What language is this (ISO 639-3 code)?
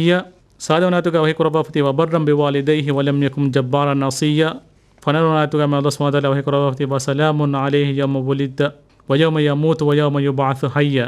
div